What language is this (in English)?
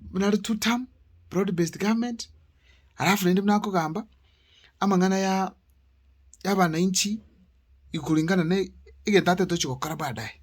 Gusii